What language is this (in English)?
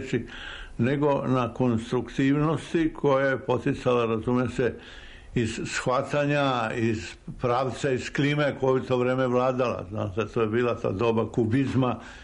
Serbian